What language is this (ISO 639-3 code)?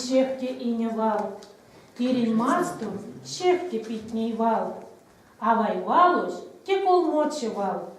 myv